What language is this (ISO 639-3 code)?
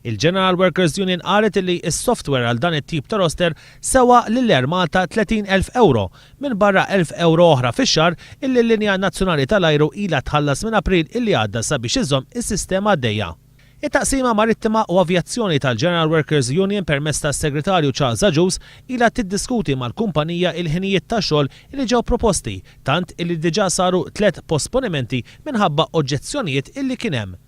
mlt